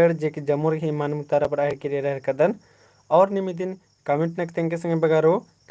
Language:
Kurukh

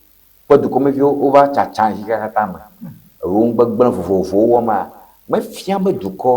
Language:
Ewe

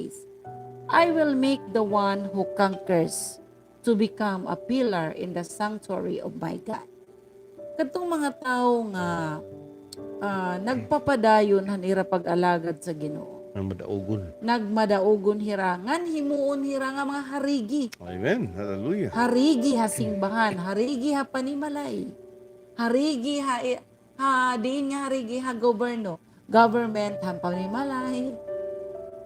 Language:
Waray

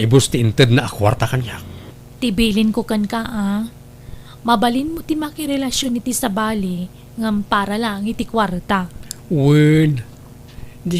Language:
Iloko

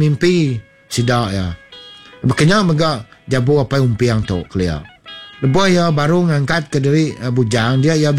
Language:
Iban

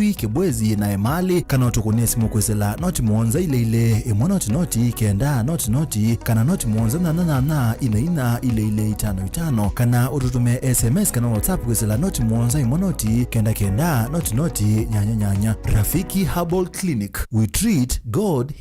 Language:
Kamba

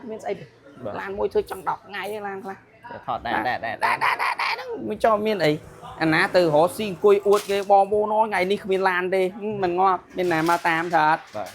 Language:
Khmer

